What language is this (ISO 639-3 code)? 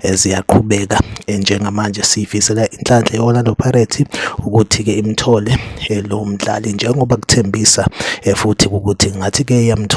zul